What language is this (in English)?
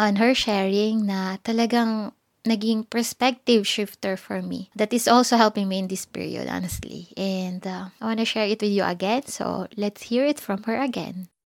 Filipino